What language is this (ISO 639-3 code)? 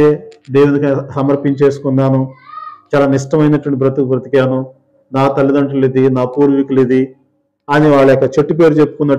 tel